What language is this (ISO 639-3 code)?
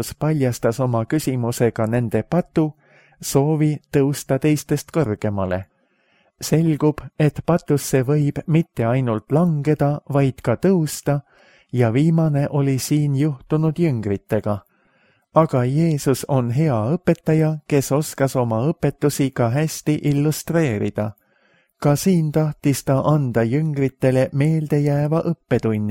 est